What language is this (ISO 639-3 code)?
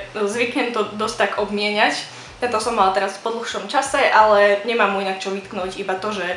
slk